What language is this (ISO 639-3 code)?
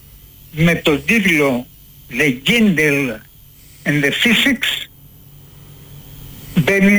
ell